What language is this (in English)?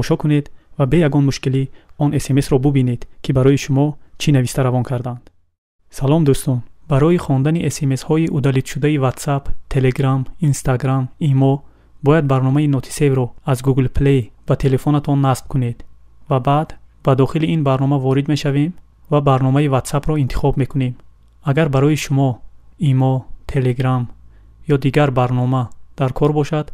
Tajik